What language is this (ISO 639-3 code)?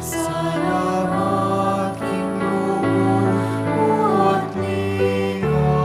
pam